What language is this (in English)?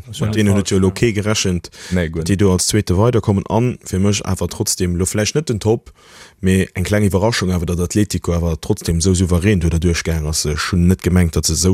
Luxembourgish